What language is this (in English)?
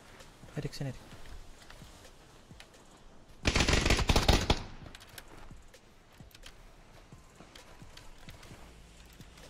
Indonesian